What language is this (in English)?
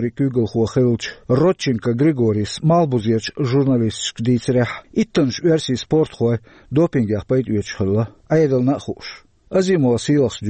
Chechen